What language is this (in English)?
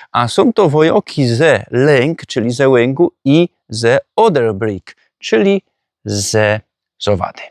Silesian